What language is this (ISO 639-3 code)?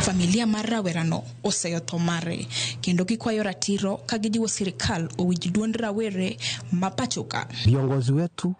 luo